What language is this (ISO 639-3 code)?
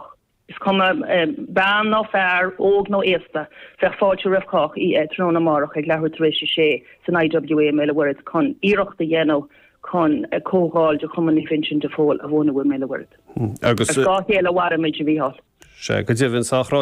gle